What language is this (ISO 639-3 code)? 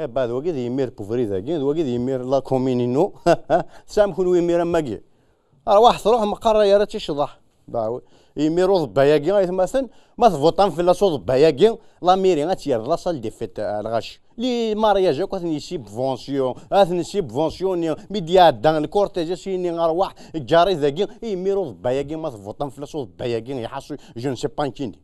kab